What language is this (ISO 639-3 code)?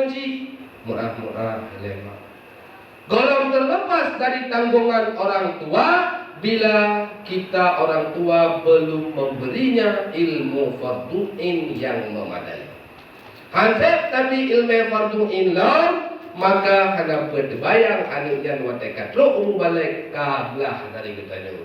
ace